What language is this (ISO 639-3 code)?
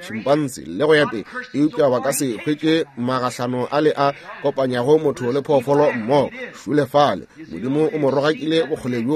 nso